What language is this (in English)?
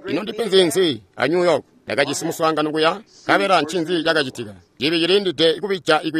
Tonga (Zambia)